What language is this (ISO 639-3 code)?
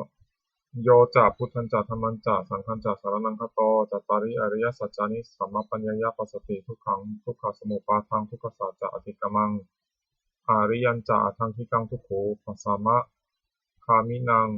pli